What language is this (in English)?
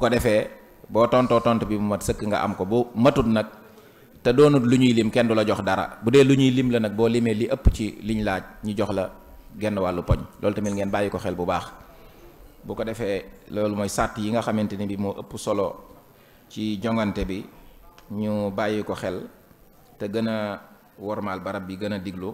Wolof